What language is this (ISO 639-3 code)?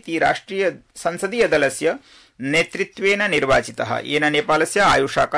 san